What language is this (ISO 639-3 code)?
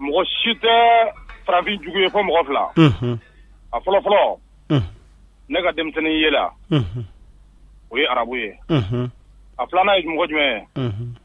bam